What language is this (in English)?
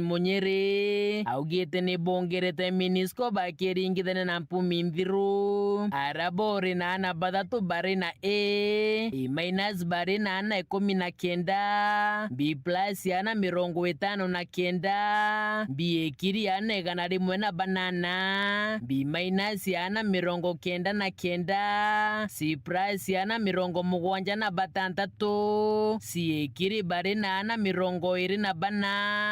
Meru